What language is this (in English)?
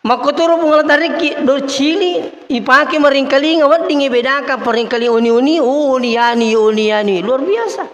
Buginese